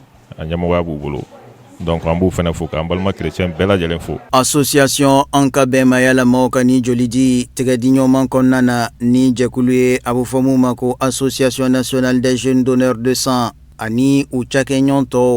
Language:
Bambara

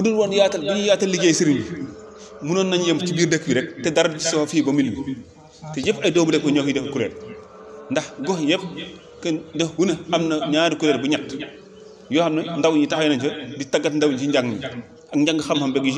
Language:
Wolof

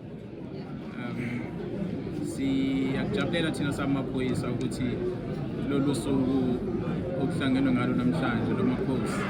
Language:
Zulu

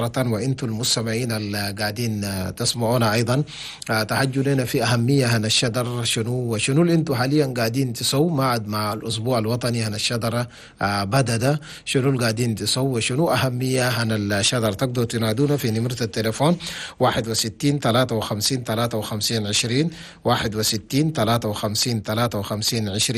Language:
Chadian Arabic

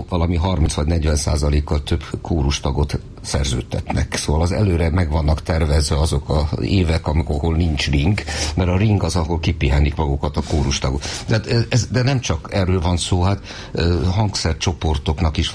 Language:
Hungarian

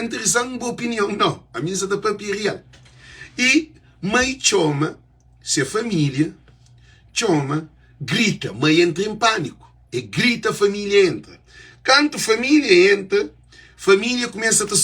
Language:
Kabuverdianu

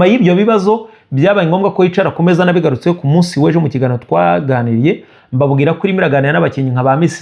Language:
Kinyarwanda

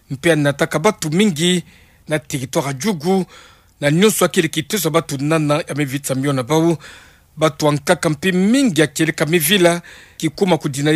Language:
Kituba (Democratic Republic of Congo)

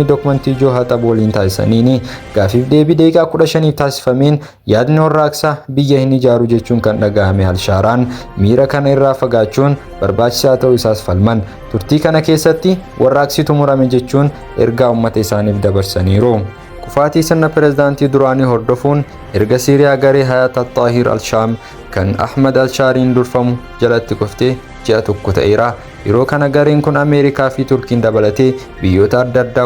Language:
Oromo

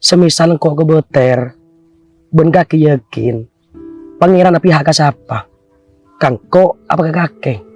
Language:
Madurese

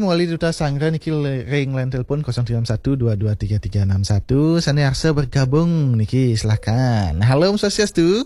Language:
Balinese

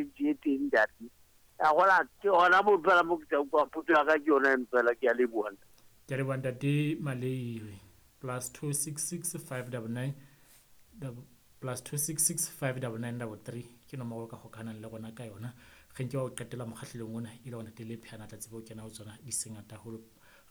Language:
Southern Sotho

